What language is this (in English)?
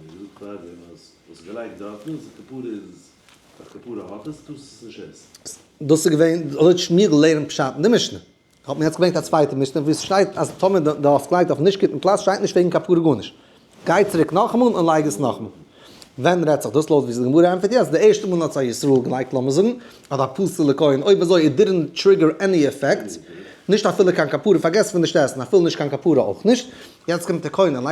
Yiddish